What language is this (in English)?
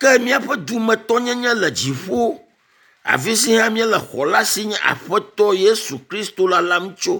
Ewe